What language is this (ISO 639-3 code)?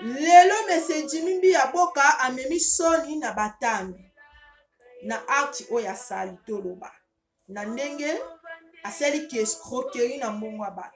lin